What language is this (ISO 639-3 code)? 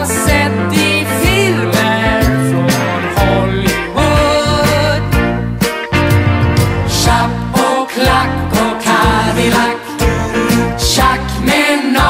swe